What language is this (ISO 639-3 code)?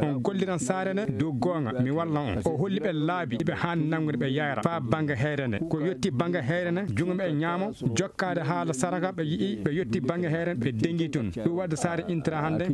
fuv